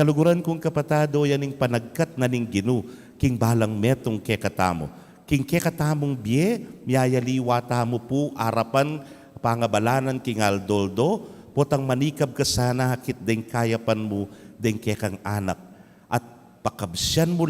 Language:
Pampanga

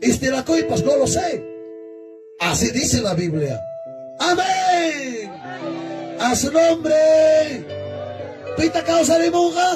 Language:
Ayacucho Quechua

